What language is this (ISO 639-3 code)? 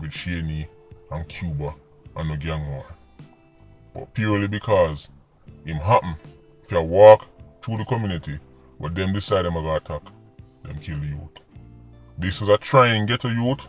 jam